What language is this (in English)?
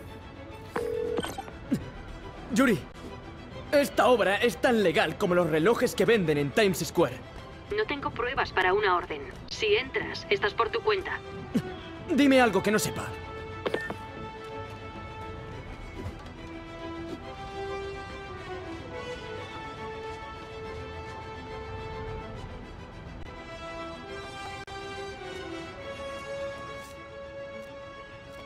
Spanish